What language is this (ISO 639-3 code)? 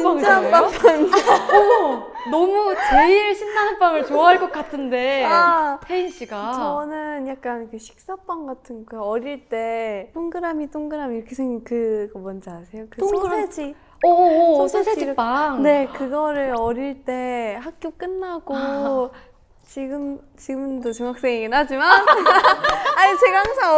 kor